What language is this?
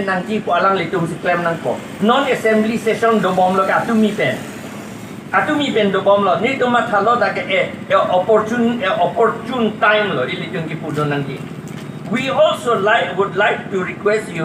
Karbi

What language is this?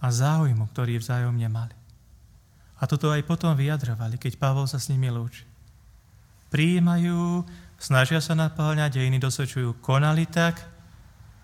Slovak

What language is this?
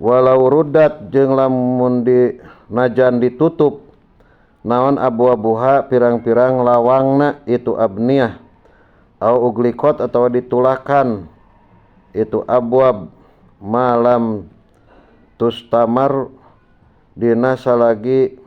Sundanese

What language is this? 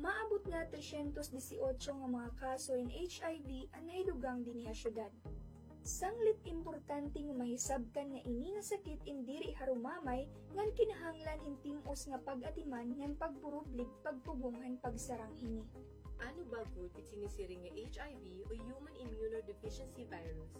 Waray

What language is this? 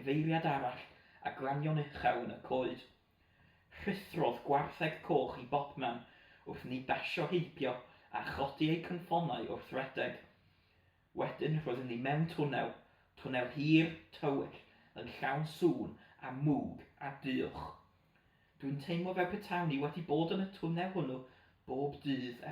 Welsh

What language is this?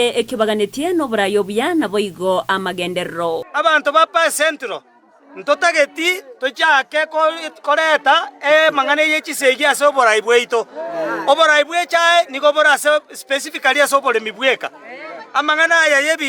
Gusii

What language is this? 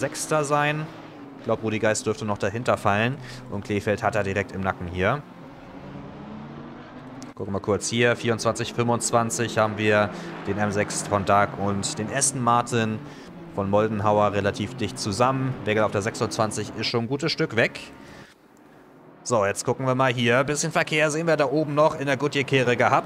German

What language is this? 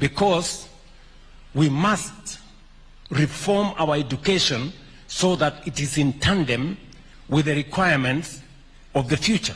Gusii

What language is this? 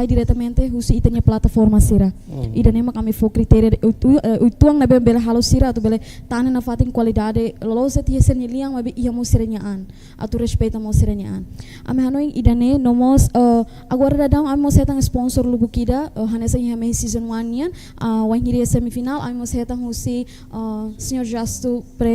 Tetum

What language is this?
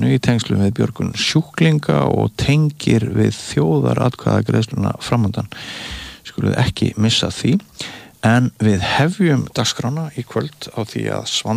Icelandic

